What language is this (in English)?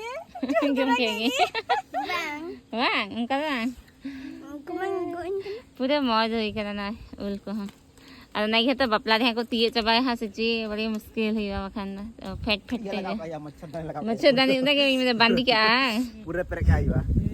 Santali